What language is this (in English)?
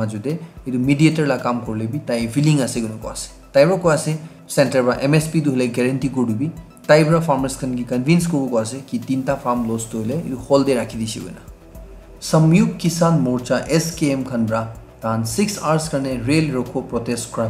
Naga Pidgin